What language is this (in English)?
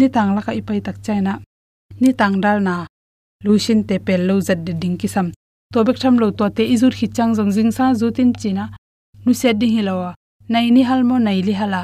Tedim Chin